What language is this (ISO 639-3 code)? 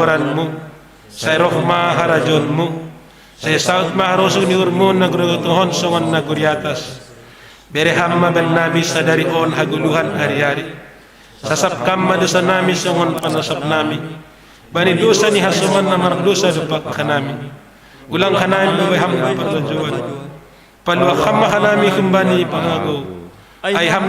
bts